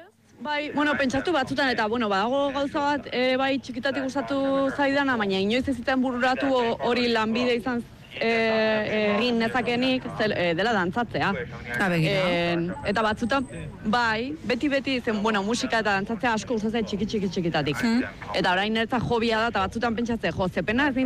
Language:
Basque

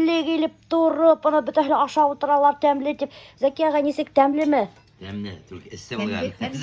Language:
Bashkir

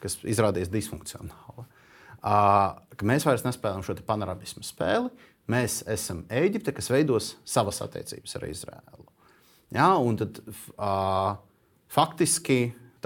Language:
Latvian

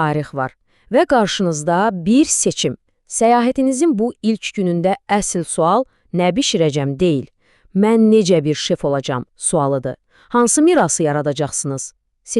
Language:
Azerbaijani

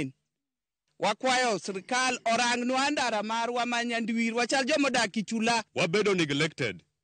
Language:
Luo (Kenya and Tanzania)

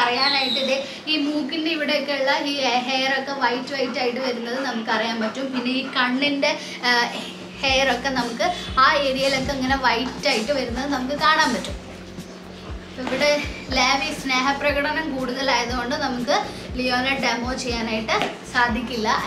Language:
Malayalam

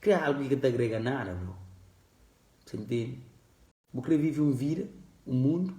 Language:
Kabuverdianu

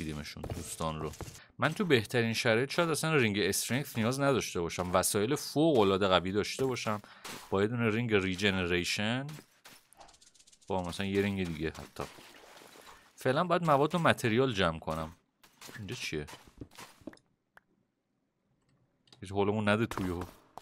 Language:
Persian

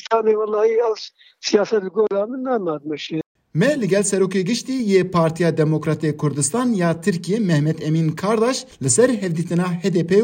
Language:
Kurdish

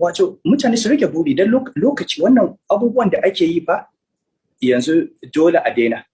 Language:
Hausa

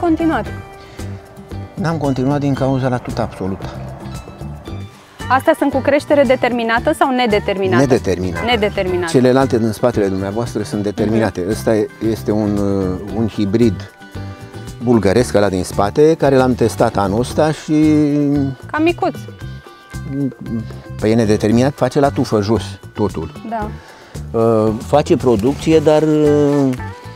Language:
Romanian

